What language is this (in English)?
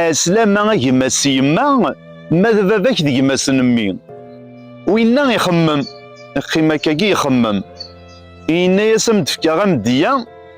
Kabyle